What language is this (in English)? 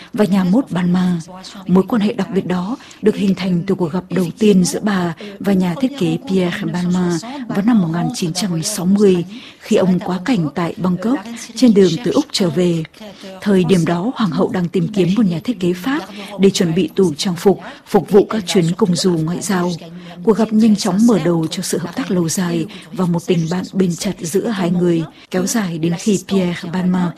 Vietnamese